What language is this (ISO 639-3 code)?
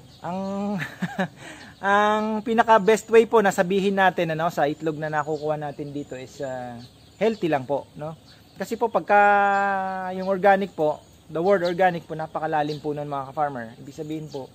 fil